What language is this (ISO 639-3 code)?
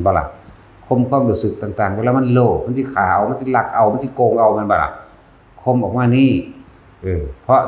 tts